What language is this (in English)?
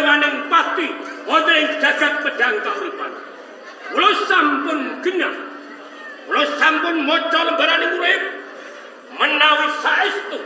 Javanese